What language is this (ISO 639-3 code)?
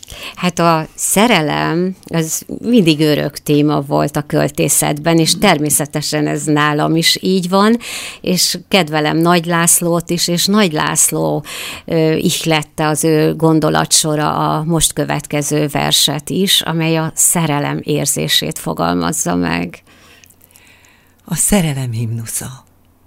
hun